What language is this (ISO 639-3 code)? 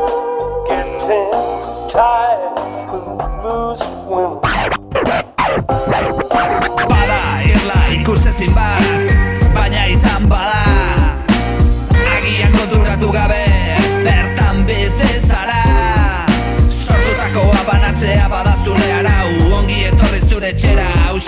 eus